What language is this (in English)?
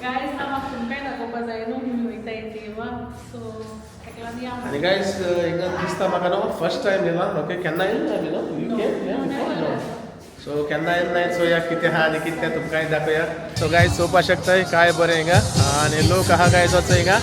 Konkani